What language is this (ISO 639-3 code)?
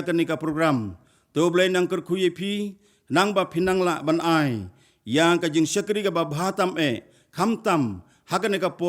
kha